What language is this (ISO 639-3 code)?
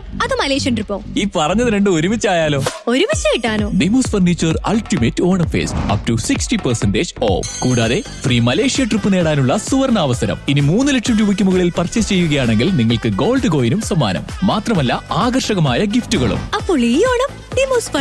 mal